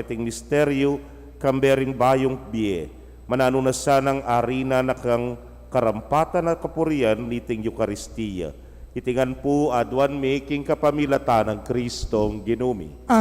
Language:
Pampanga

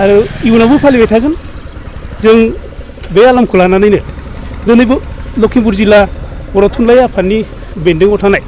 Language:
Bodo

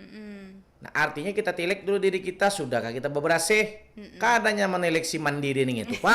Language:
Banjar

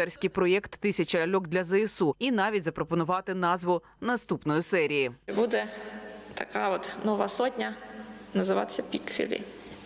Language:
Ukrainian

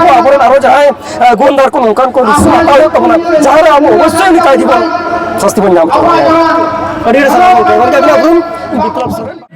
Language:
Santali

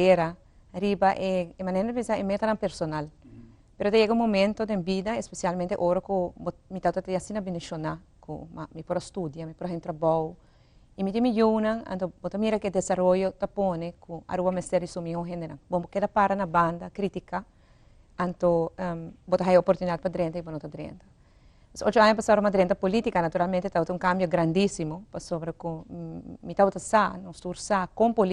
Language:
Papiamento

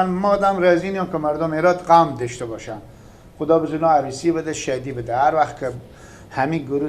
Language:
Persian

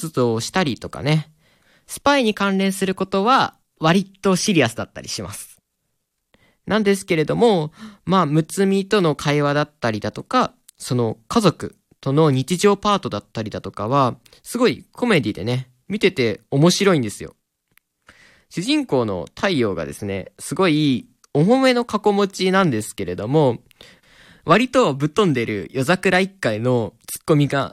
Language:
Japanese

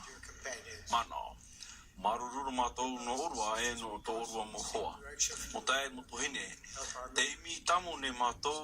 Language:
Tahitian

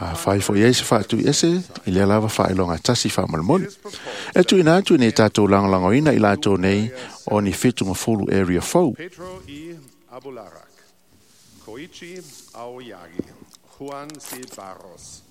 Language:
Samoan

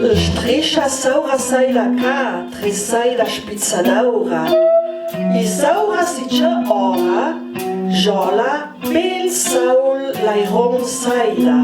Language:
Ladin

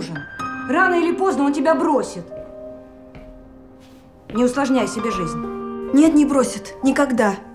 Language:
Russian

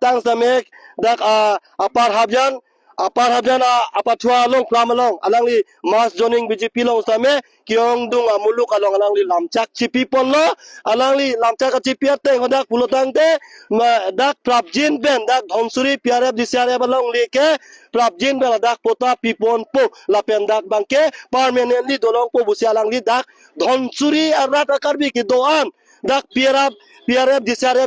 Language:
Karbi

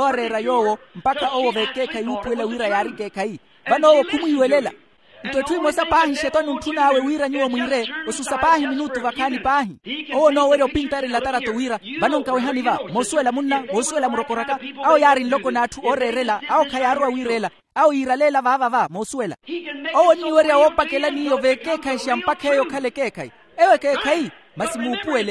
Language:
Makhuwa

